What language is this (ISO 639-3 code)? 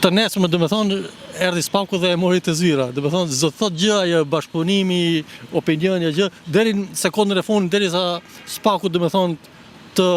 sqi